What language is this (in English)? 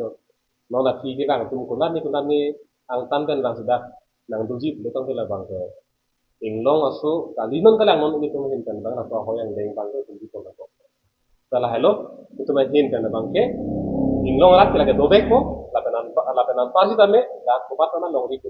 Karbi